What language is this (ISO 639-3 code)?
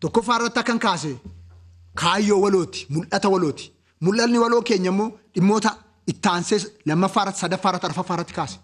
orm